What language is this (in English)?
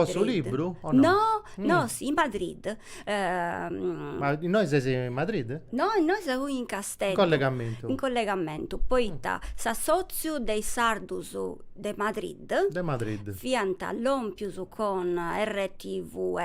Sardinian